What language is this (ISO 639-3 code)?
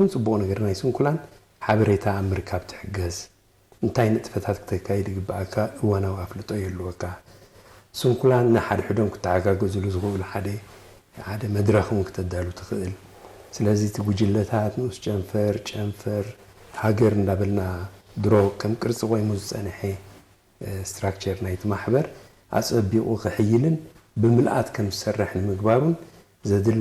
tir